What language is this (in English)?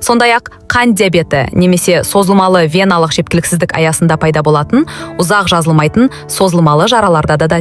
Kazakh